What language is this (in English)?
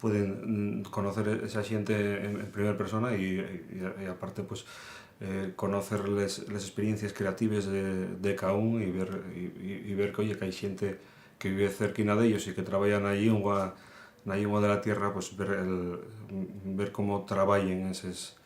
Asturian